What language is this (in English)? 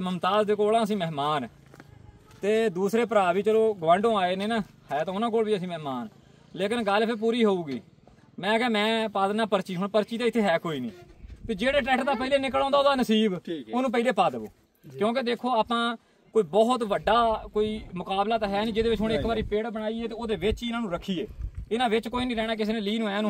Punjabi